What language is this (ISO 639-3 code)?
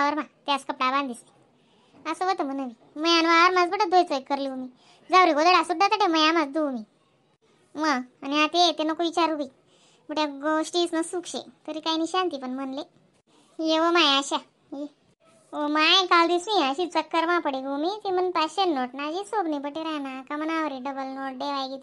khn